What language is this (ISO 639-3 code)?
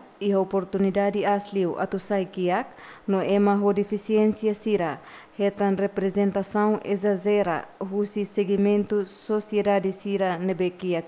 tet